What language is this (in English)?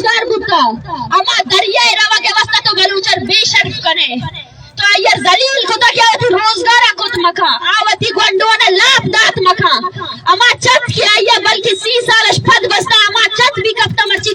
Baluchi